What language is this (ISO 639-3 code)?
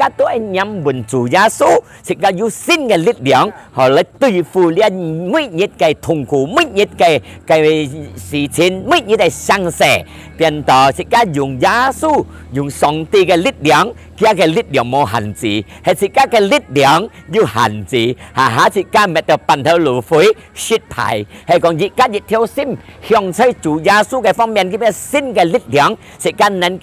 hak